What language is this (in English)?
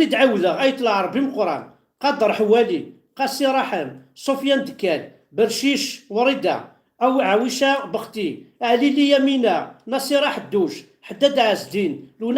Kabyle